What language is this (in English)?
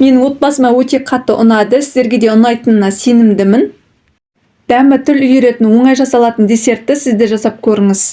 Kazakh